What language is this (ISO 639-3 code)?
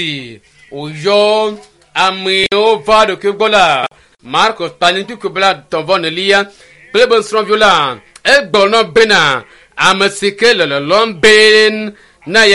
ewe